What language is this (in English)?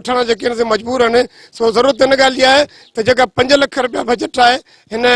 Sindhi